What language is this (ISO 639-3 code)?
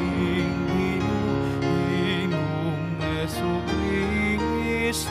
pam